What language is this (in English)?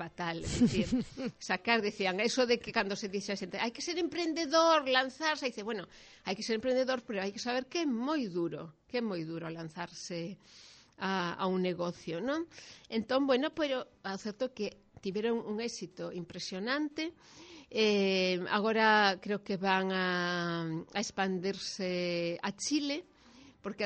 Galician